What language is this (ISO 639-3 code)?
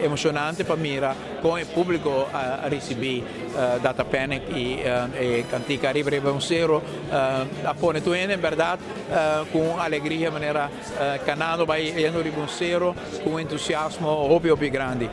pap